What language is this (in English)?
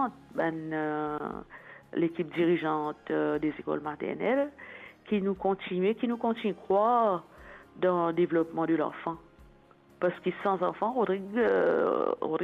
Morisyen